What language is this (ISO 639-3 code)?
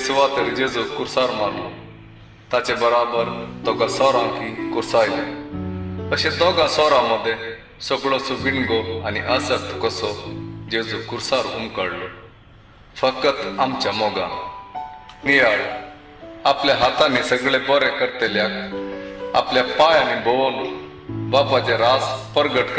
kok